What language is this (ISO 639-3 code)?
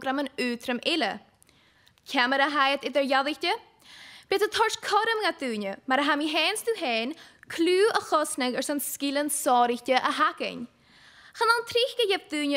gla